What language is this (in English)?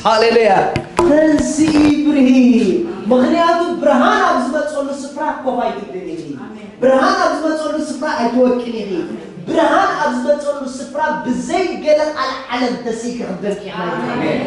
Tigrinya